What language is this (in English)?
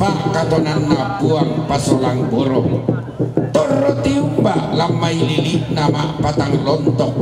Toraja-Sa'dan